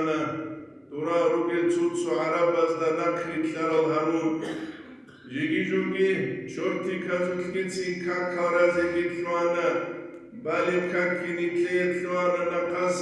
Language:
Avaric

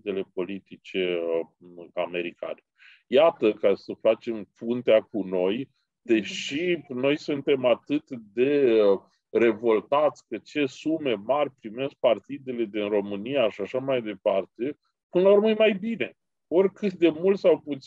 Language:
Romanian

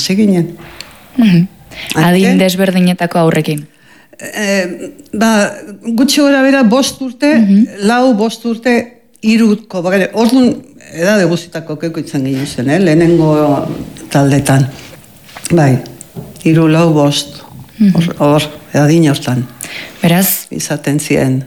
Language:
Basque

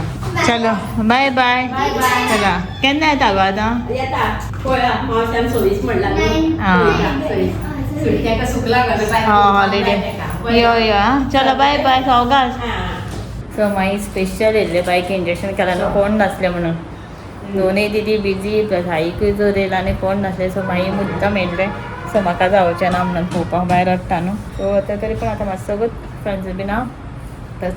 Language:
Konkani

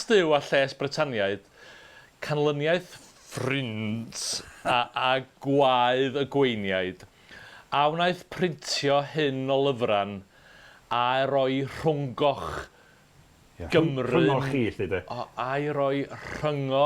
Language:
Welsh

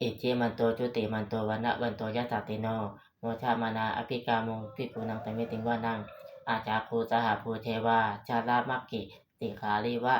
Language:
Pali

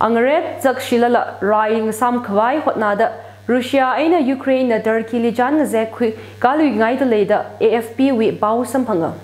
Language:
Tangkhul Naga (India)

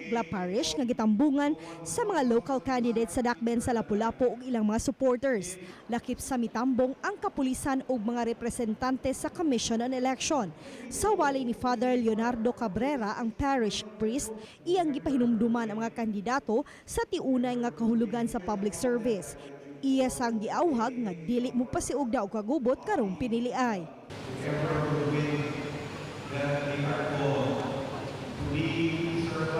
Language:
Cebuano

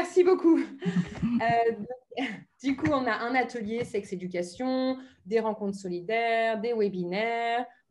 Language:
French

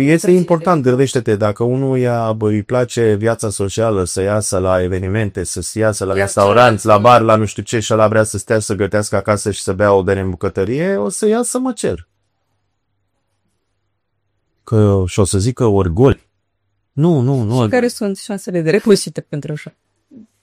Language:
Romanian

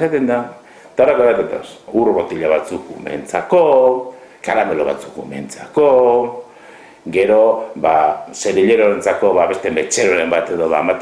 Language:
Basque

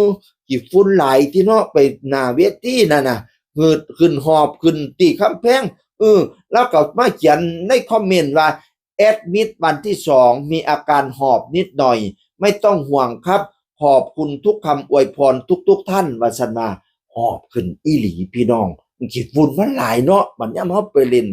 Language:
Northeastern Thai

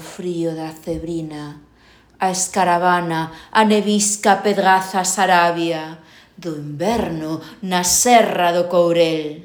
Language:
Galician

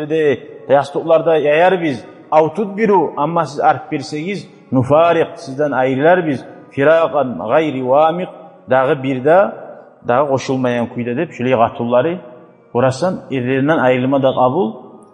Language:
Kumyk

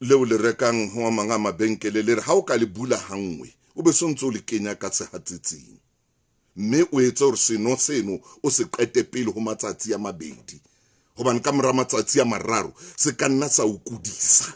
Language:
Southern Sotho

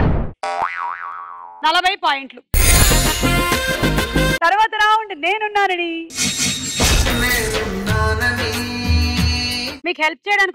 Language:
Telugu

